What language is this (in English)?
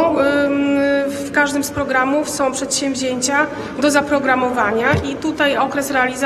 Polish